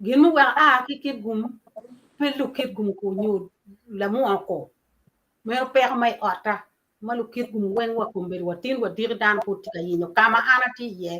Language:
Acoli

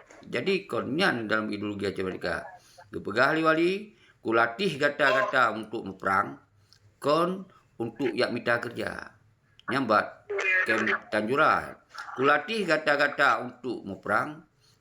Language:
Achinese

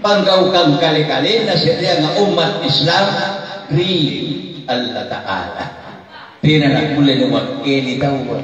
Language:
Makasar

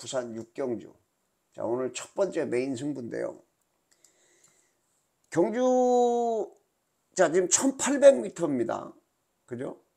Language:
Korean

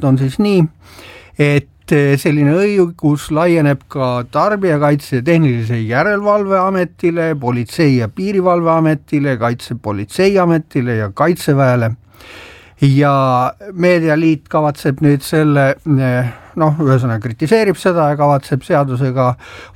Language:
Estonian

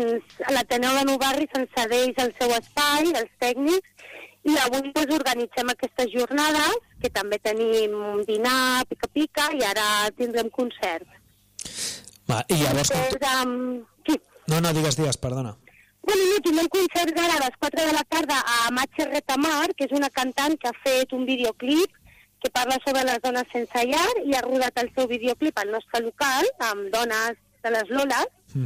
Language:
Catalan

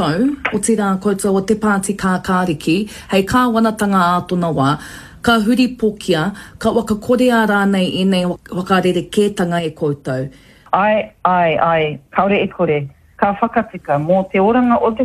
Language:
Māori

